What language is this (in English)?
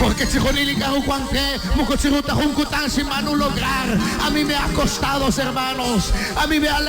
Kekchí